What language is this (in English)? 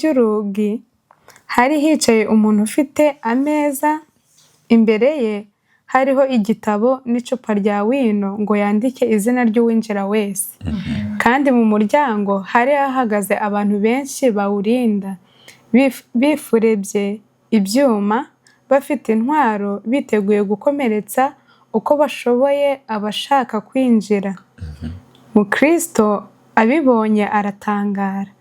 Kinyarwanda